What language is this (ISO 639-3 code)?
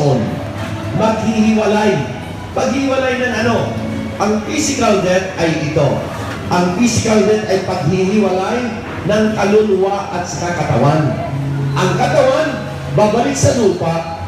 fil